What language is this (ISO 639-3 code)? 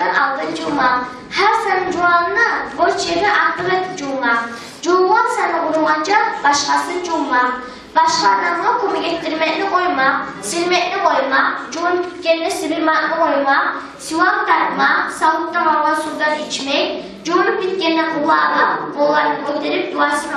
kum